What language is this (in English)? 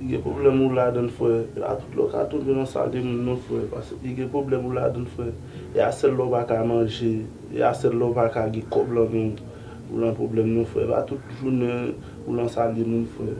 Haitian Creole